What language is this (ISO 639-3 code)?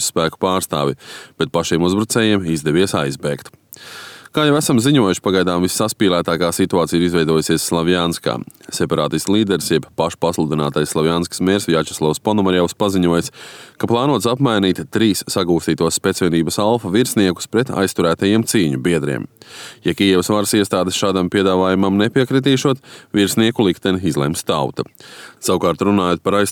lav